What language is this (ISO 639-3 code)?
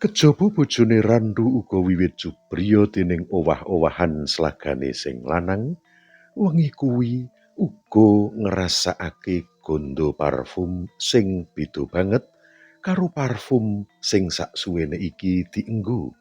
jav